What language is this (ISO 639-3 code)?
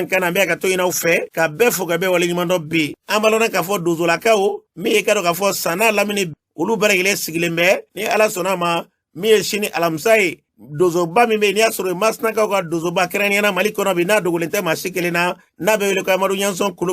bam